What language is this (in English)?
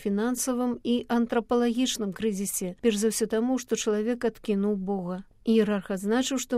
Belarusian